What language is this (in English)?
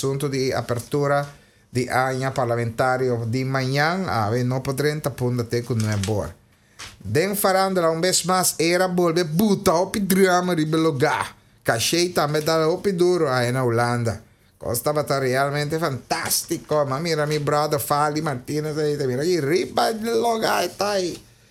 Papiamento